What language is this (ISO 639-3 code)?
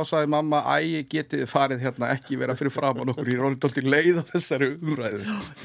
isl